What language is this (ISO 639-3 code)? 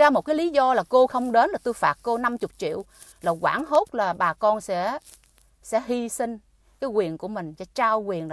vie